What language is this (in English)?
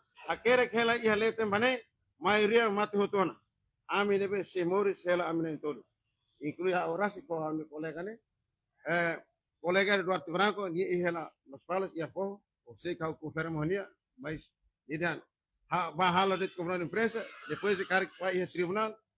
Tetum